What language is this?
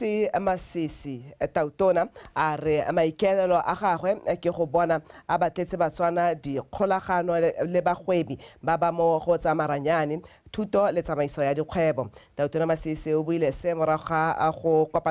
Tswana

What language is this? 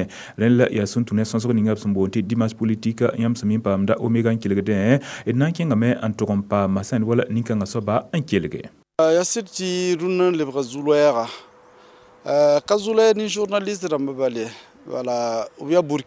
Mossi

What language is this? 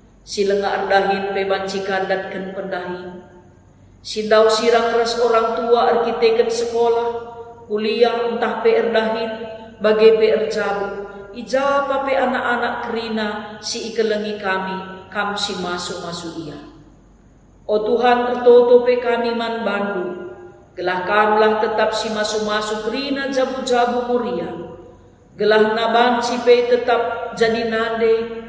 Batak Karo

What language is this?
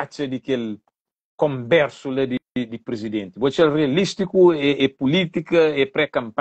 Kabuverdianu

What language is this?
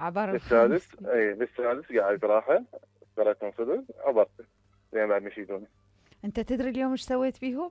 Mesopotamian Arabic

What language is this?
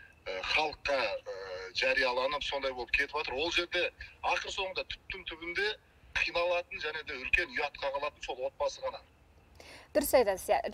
Kazakh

